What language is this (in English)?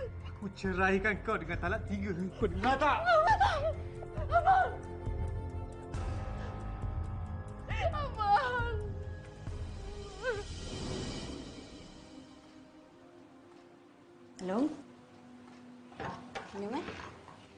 Malay